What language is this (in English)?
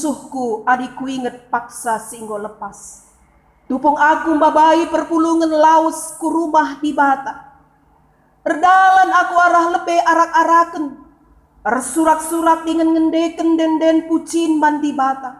Batak Karo